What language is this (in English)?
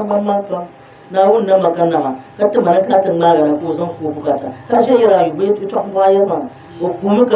Dagbani